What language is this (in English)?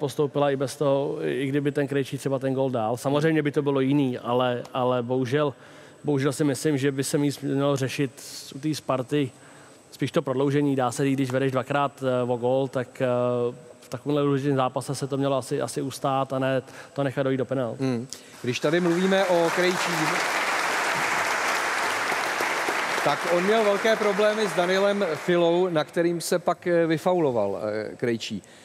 Czech